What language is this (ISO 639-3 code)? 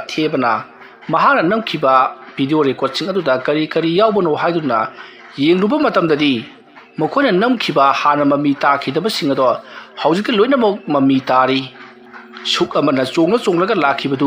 mni